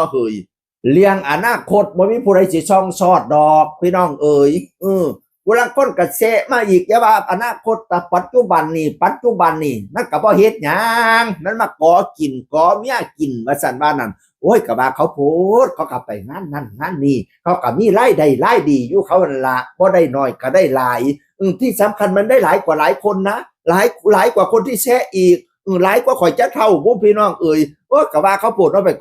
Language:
Northeastern Thai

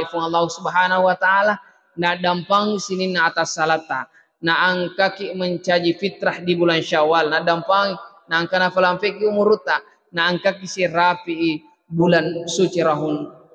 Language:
Buginese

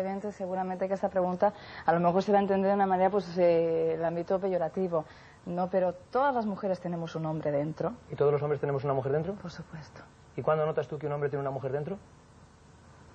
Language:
Spanish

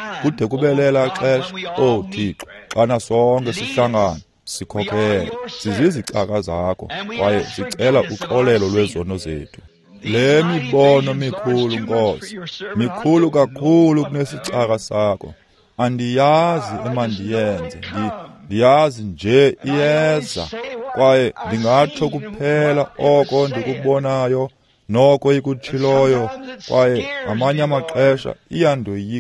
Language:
Xhosa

